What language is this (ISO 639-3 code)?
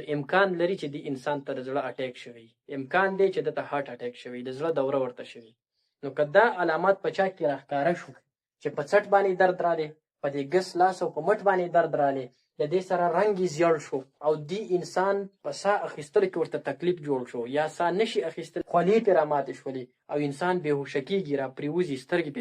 pus